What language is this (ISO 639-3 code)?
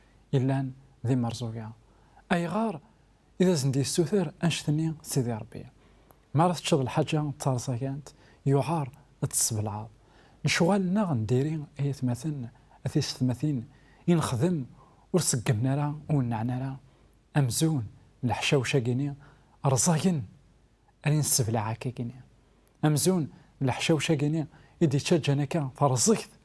kab